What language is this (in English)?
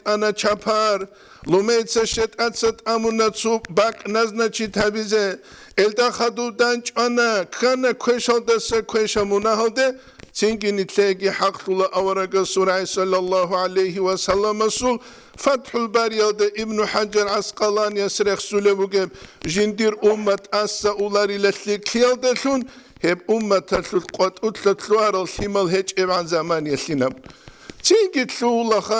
Avaric